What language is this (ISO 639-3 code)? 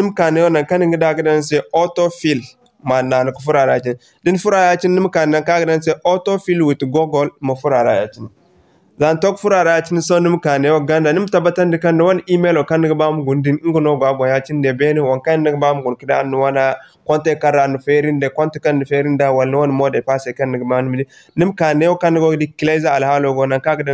dje